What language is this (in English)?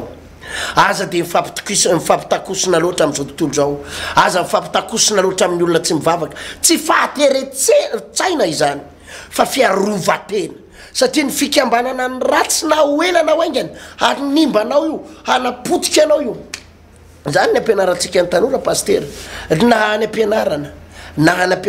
Malagasy